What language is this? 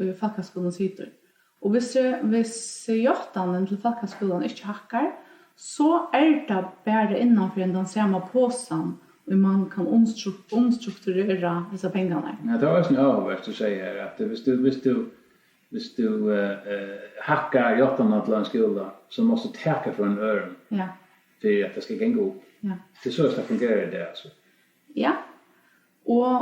Faroese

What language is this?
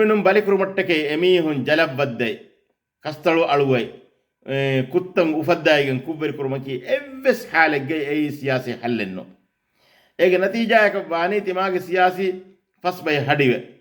Divehi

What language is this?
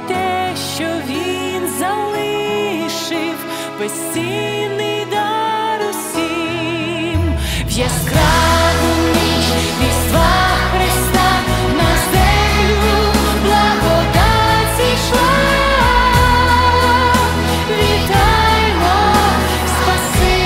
Ukrainian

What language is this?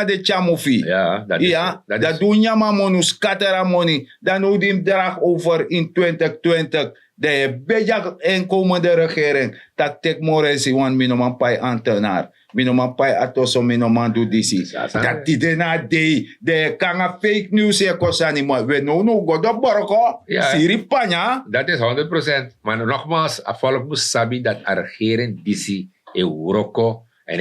Sranan Tongo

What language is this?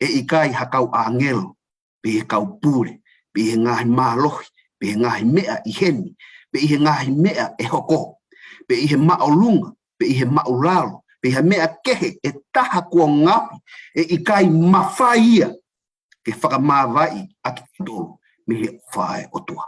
Tongan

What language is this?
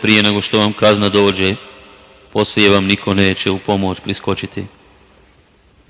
Bosnian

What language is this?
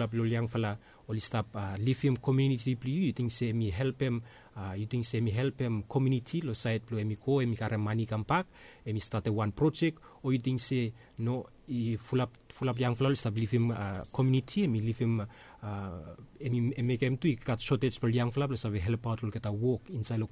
Bislama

